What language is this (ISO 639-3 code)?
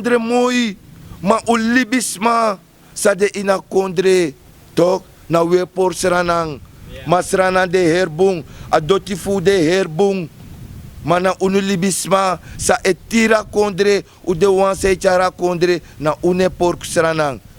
srn